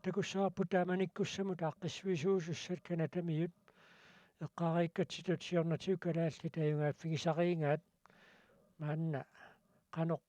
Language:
Kalaallisut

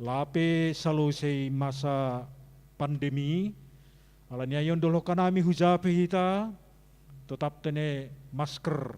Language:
Batak Simalungun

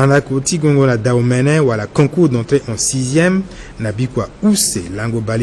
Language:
Sango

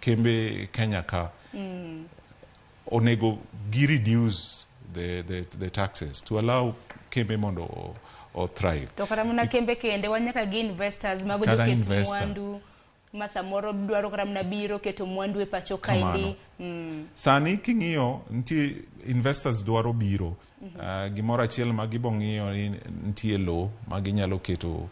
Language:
Luo (Kenya and Tanzania)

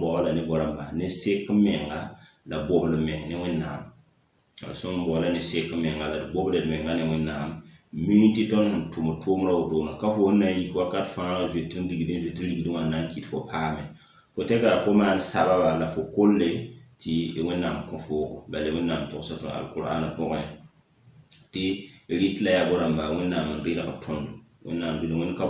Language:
Mossi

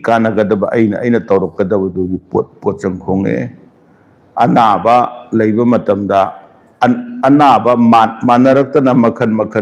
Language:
Manipuri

